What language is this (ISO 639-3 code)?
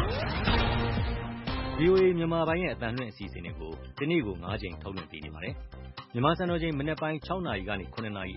mya